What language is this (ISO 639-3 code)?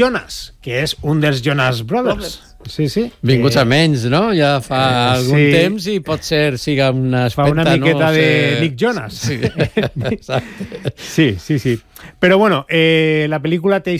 cat